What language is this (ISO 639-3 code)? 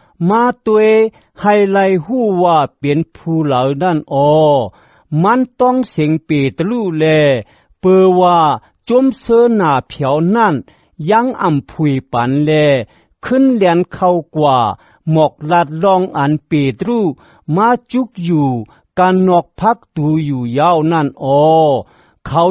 shn